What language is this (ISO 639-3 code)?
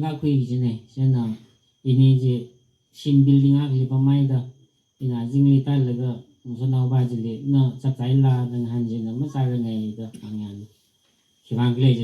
nmf